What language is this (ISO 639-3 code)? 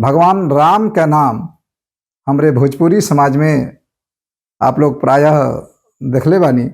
bho